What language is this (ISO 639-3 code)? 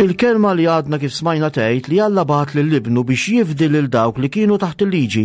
mlt